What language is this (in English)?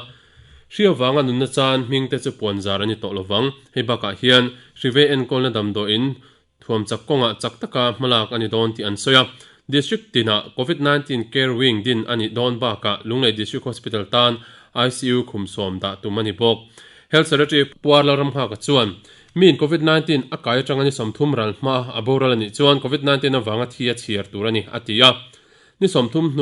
Mizo